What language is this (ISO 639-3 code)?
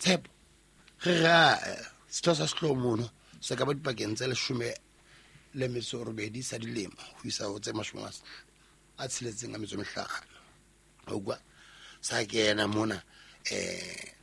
sot